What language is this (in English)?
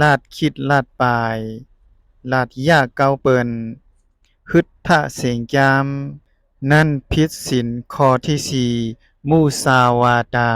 Shan